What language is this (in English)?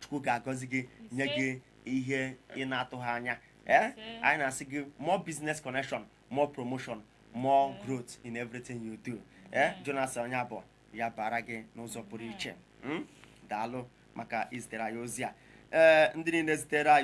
Igbo